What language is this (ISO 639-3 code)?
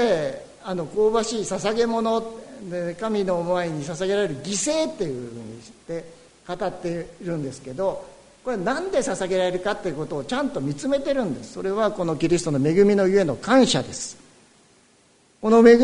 jpn